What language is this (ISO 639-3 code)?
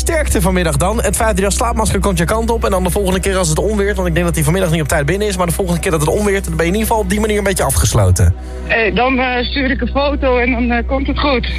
nld